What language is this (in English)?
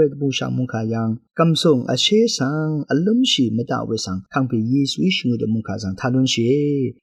Rawang